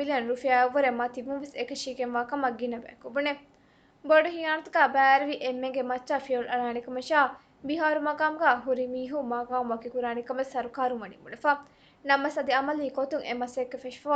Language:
Divehi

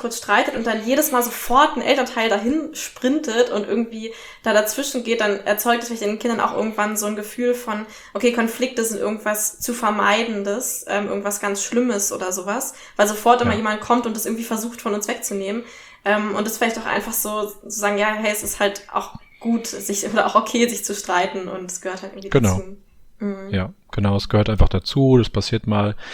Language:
German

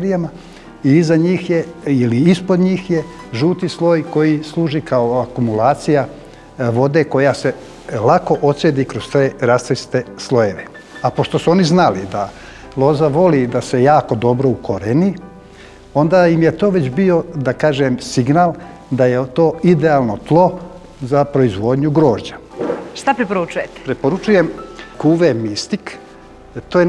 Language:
Serbian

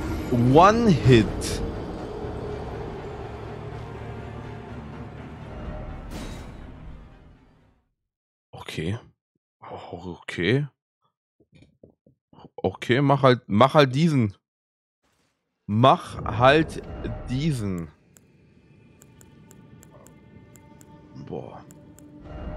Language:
German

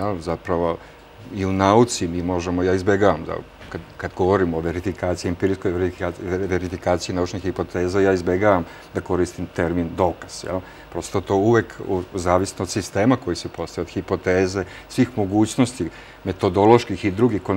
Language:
Serbian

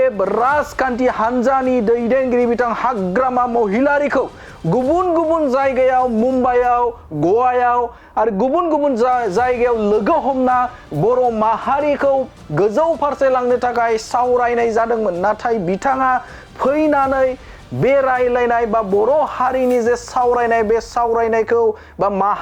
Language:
Bodo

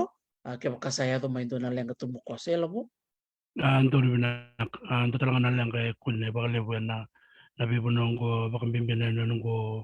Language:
Fijian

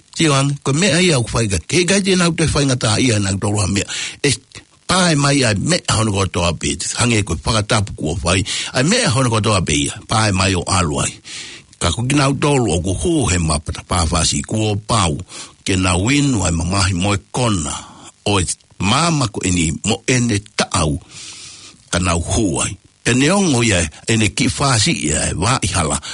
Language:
Tongan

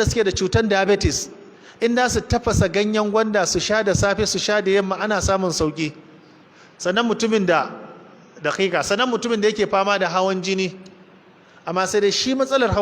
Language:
Hausa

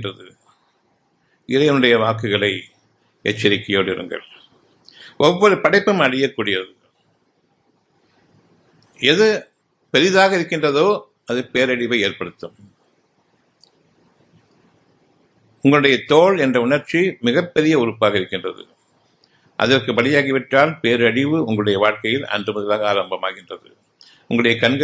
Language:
Tamil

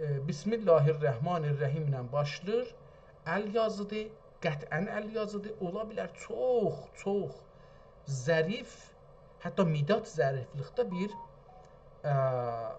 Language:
South Azerbaijani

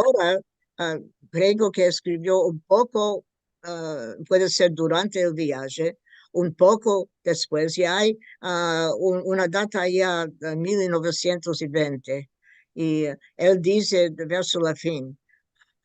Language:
Ladino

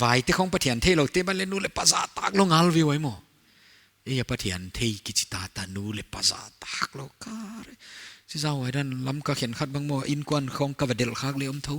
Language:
Paite Chin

